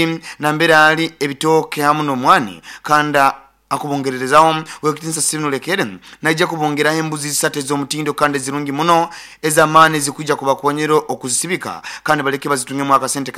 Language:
Nyoro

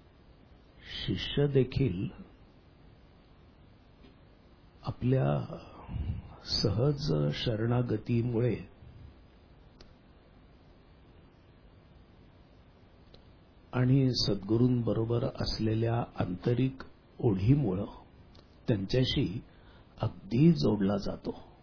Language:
Marathi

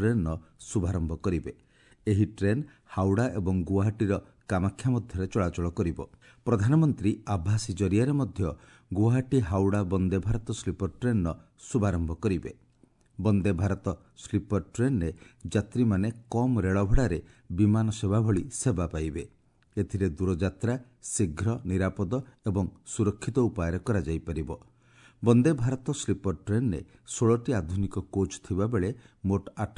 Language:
Odia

